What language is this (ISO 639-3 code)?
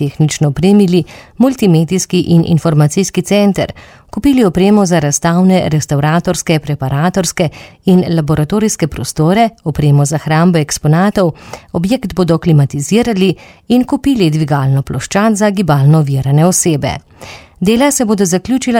slv